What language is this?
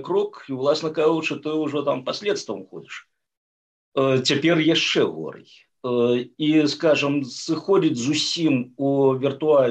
Belarusian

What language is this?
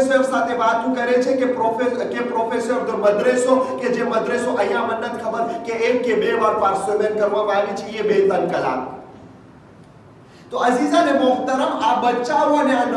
Gujarati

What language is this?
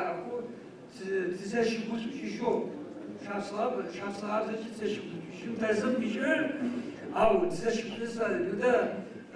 Adyghe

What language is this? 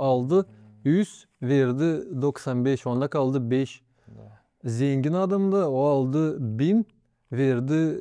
Gagauz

